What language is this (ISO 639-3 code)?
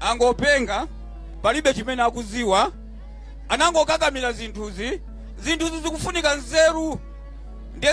nya